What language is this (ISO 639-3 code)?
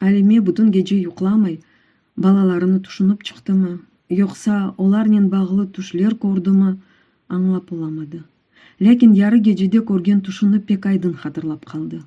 crh